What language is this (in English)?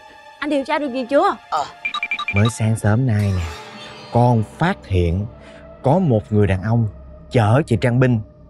Vietnamese